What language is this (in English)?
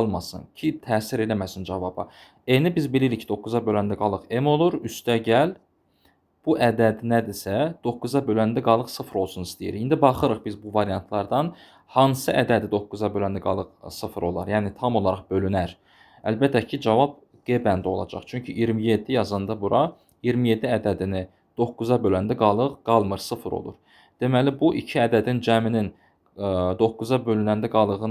Azerbaijani